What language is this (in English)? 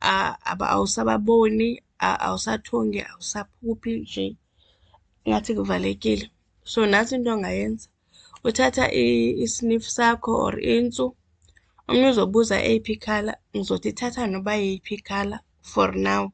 Xhosa